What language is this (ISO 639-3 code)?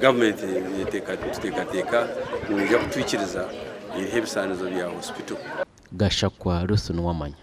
nyn